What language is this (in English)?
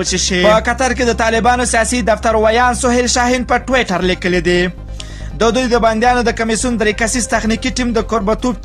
Pashto